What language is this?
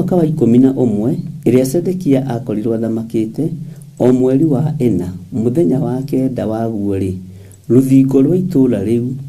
Kikuyu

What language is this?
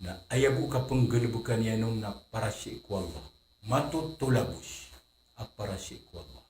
Maranao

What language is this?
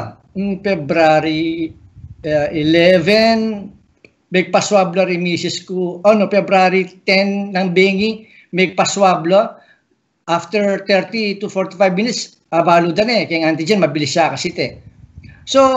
Pampanga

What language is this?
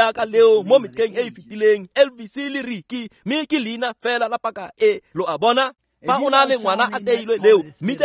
Tswana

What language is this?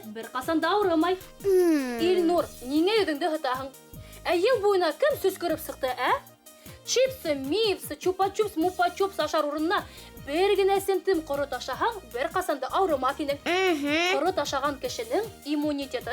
Bashkir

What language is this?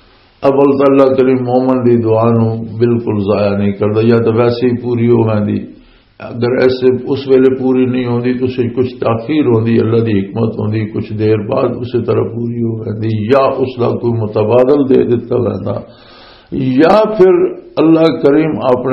Western Panjabi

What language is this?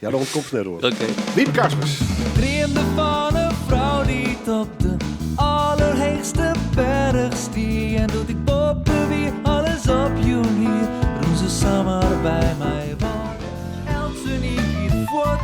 Western Frisian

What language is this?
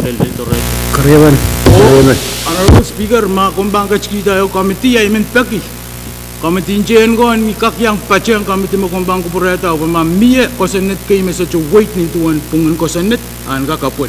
Pohnpeian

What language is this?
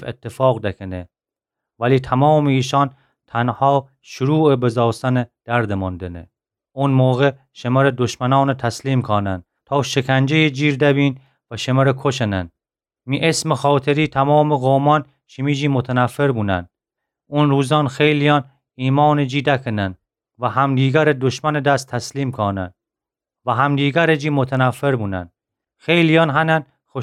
Gilaki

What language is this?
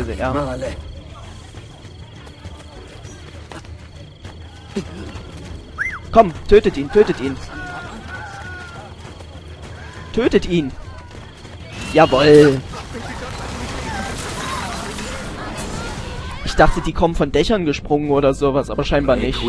German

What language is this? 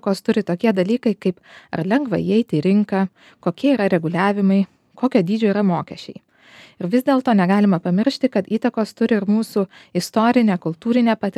Lithuanian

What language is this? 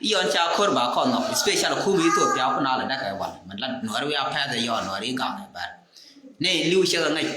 Nuer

